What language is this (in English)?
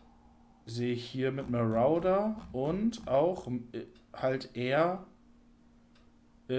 German